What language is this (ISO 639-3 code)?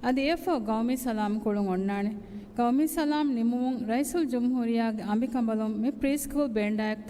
div